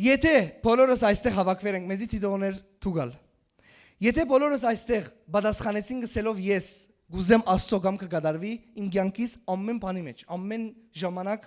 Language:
Western Armenian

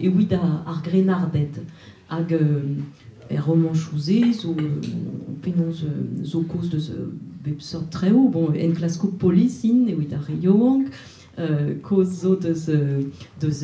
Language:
Breton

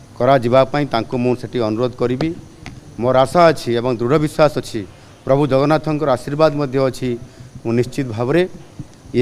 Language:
Odia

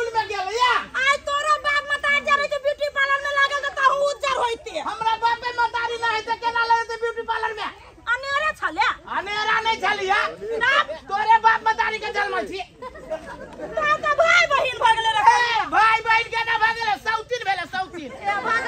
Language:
Maithili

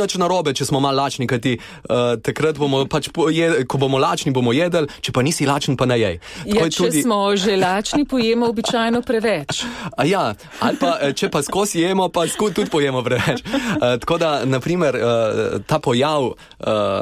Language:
Slovenian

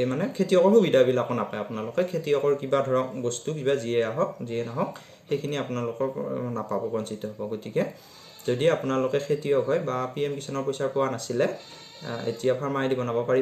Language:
Assamese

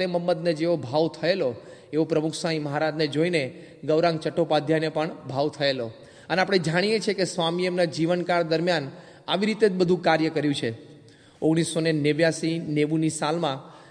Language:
Gujarati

